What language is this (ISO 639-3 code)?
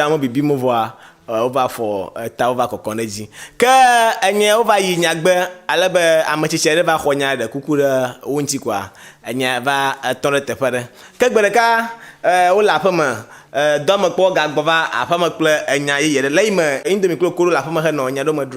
ewe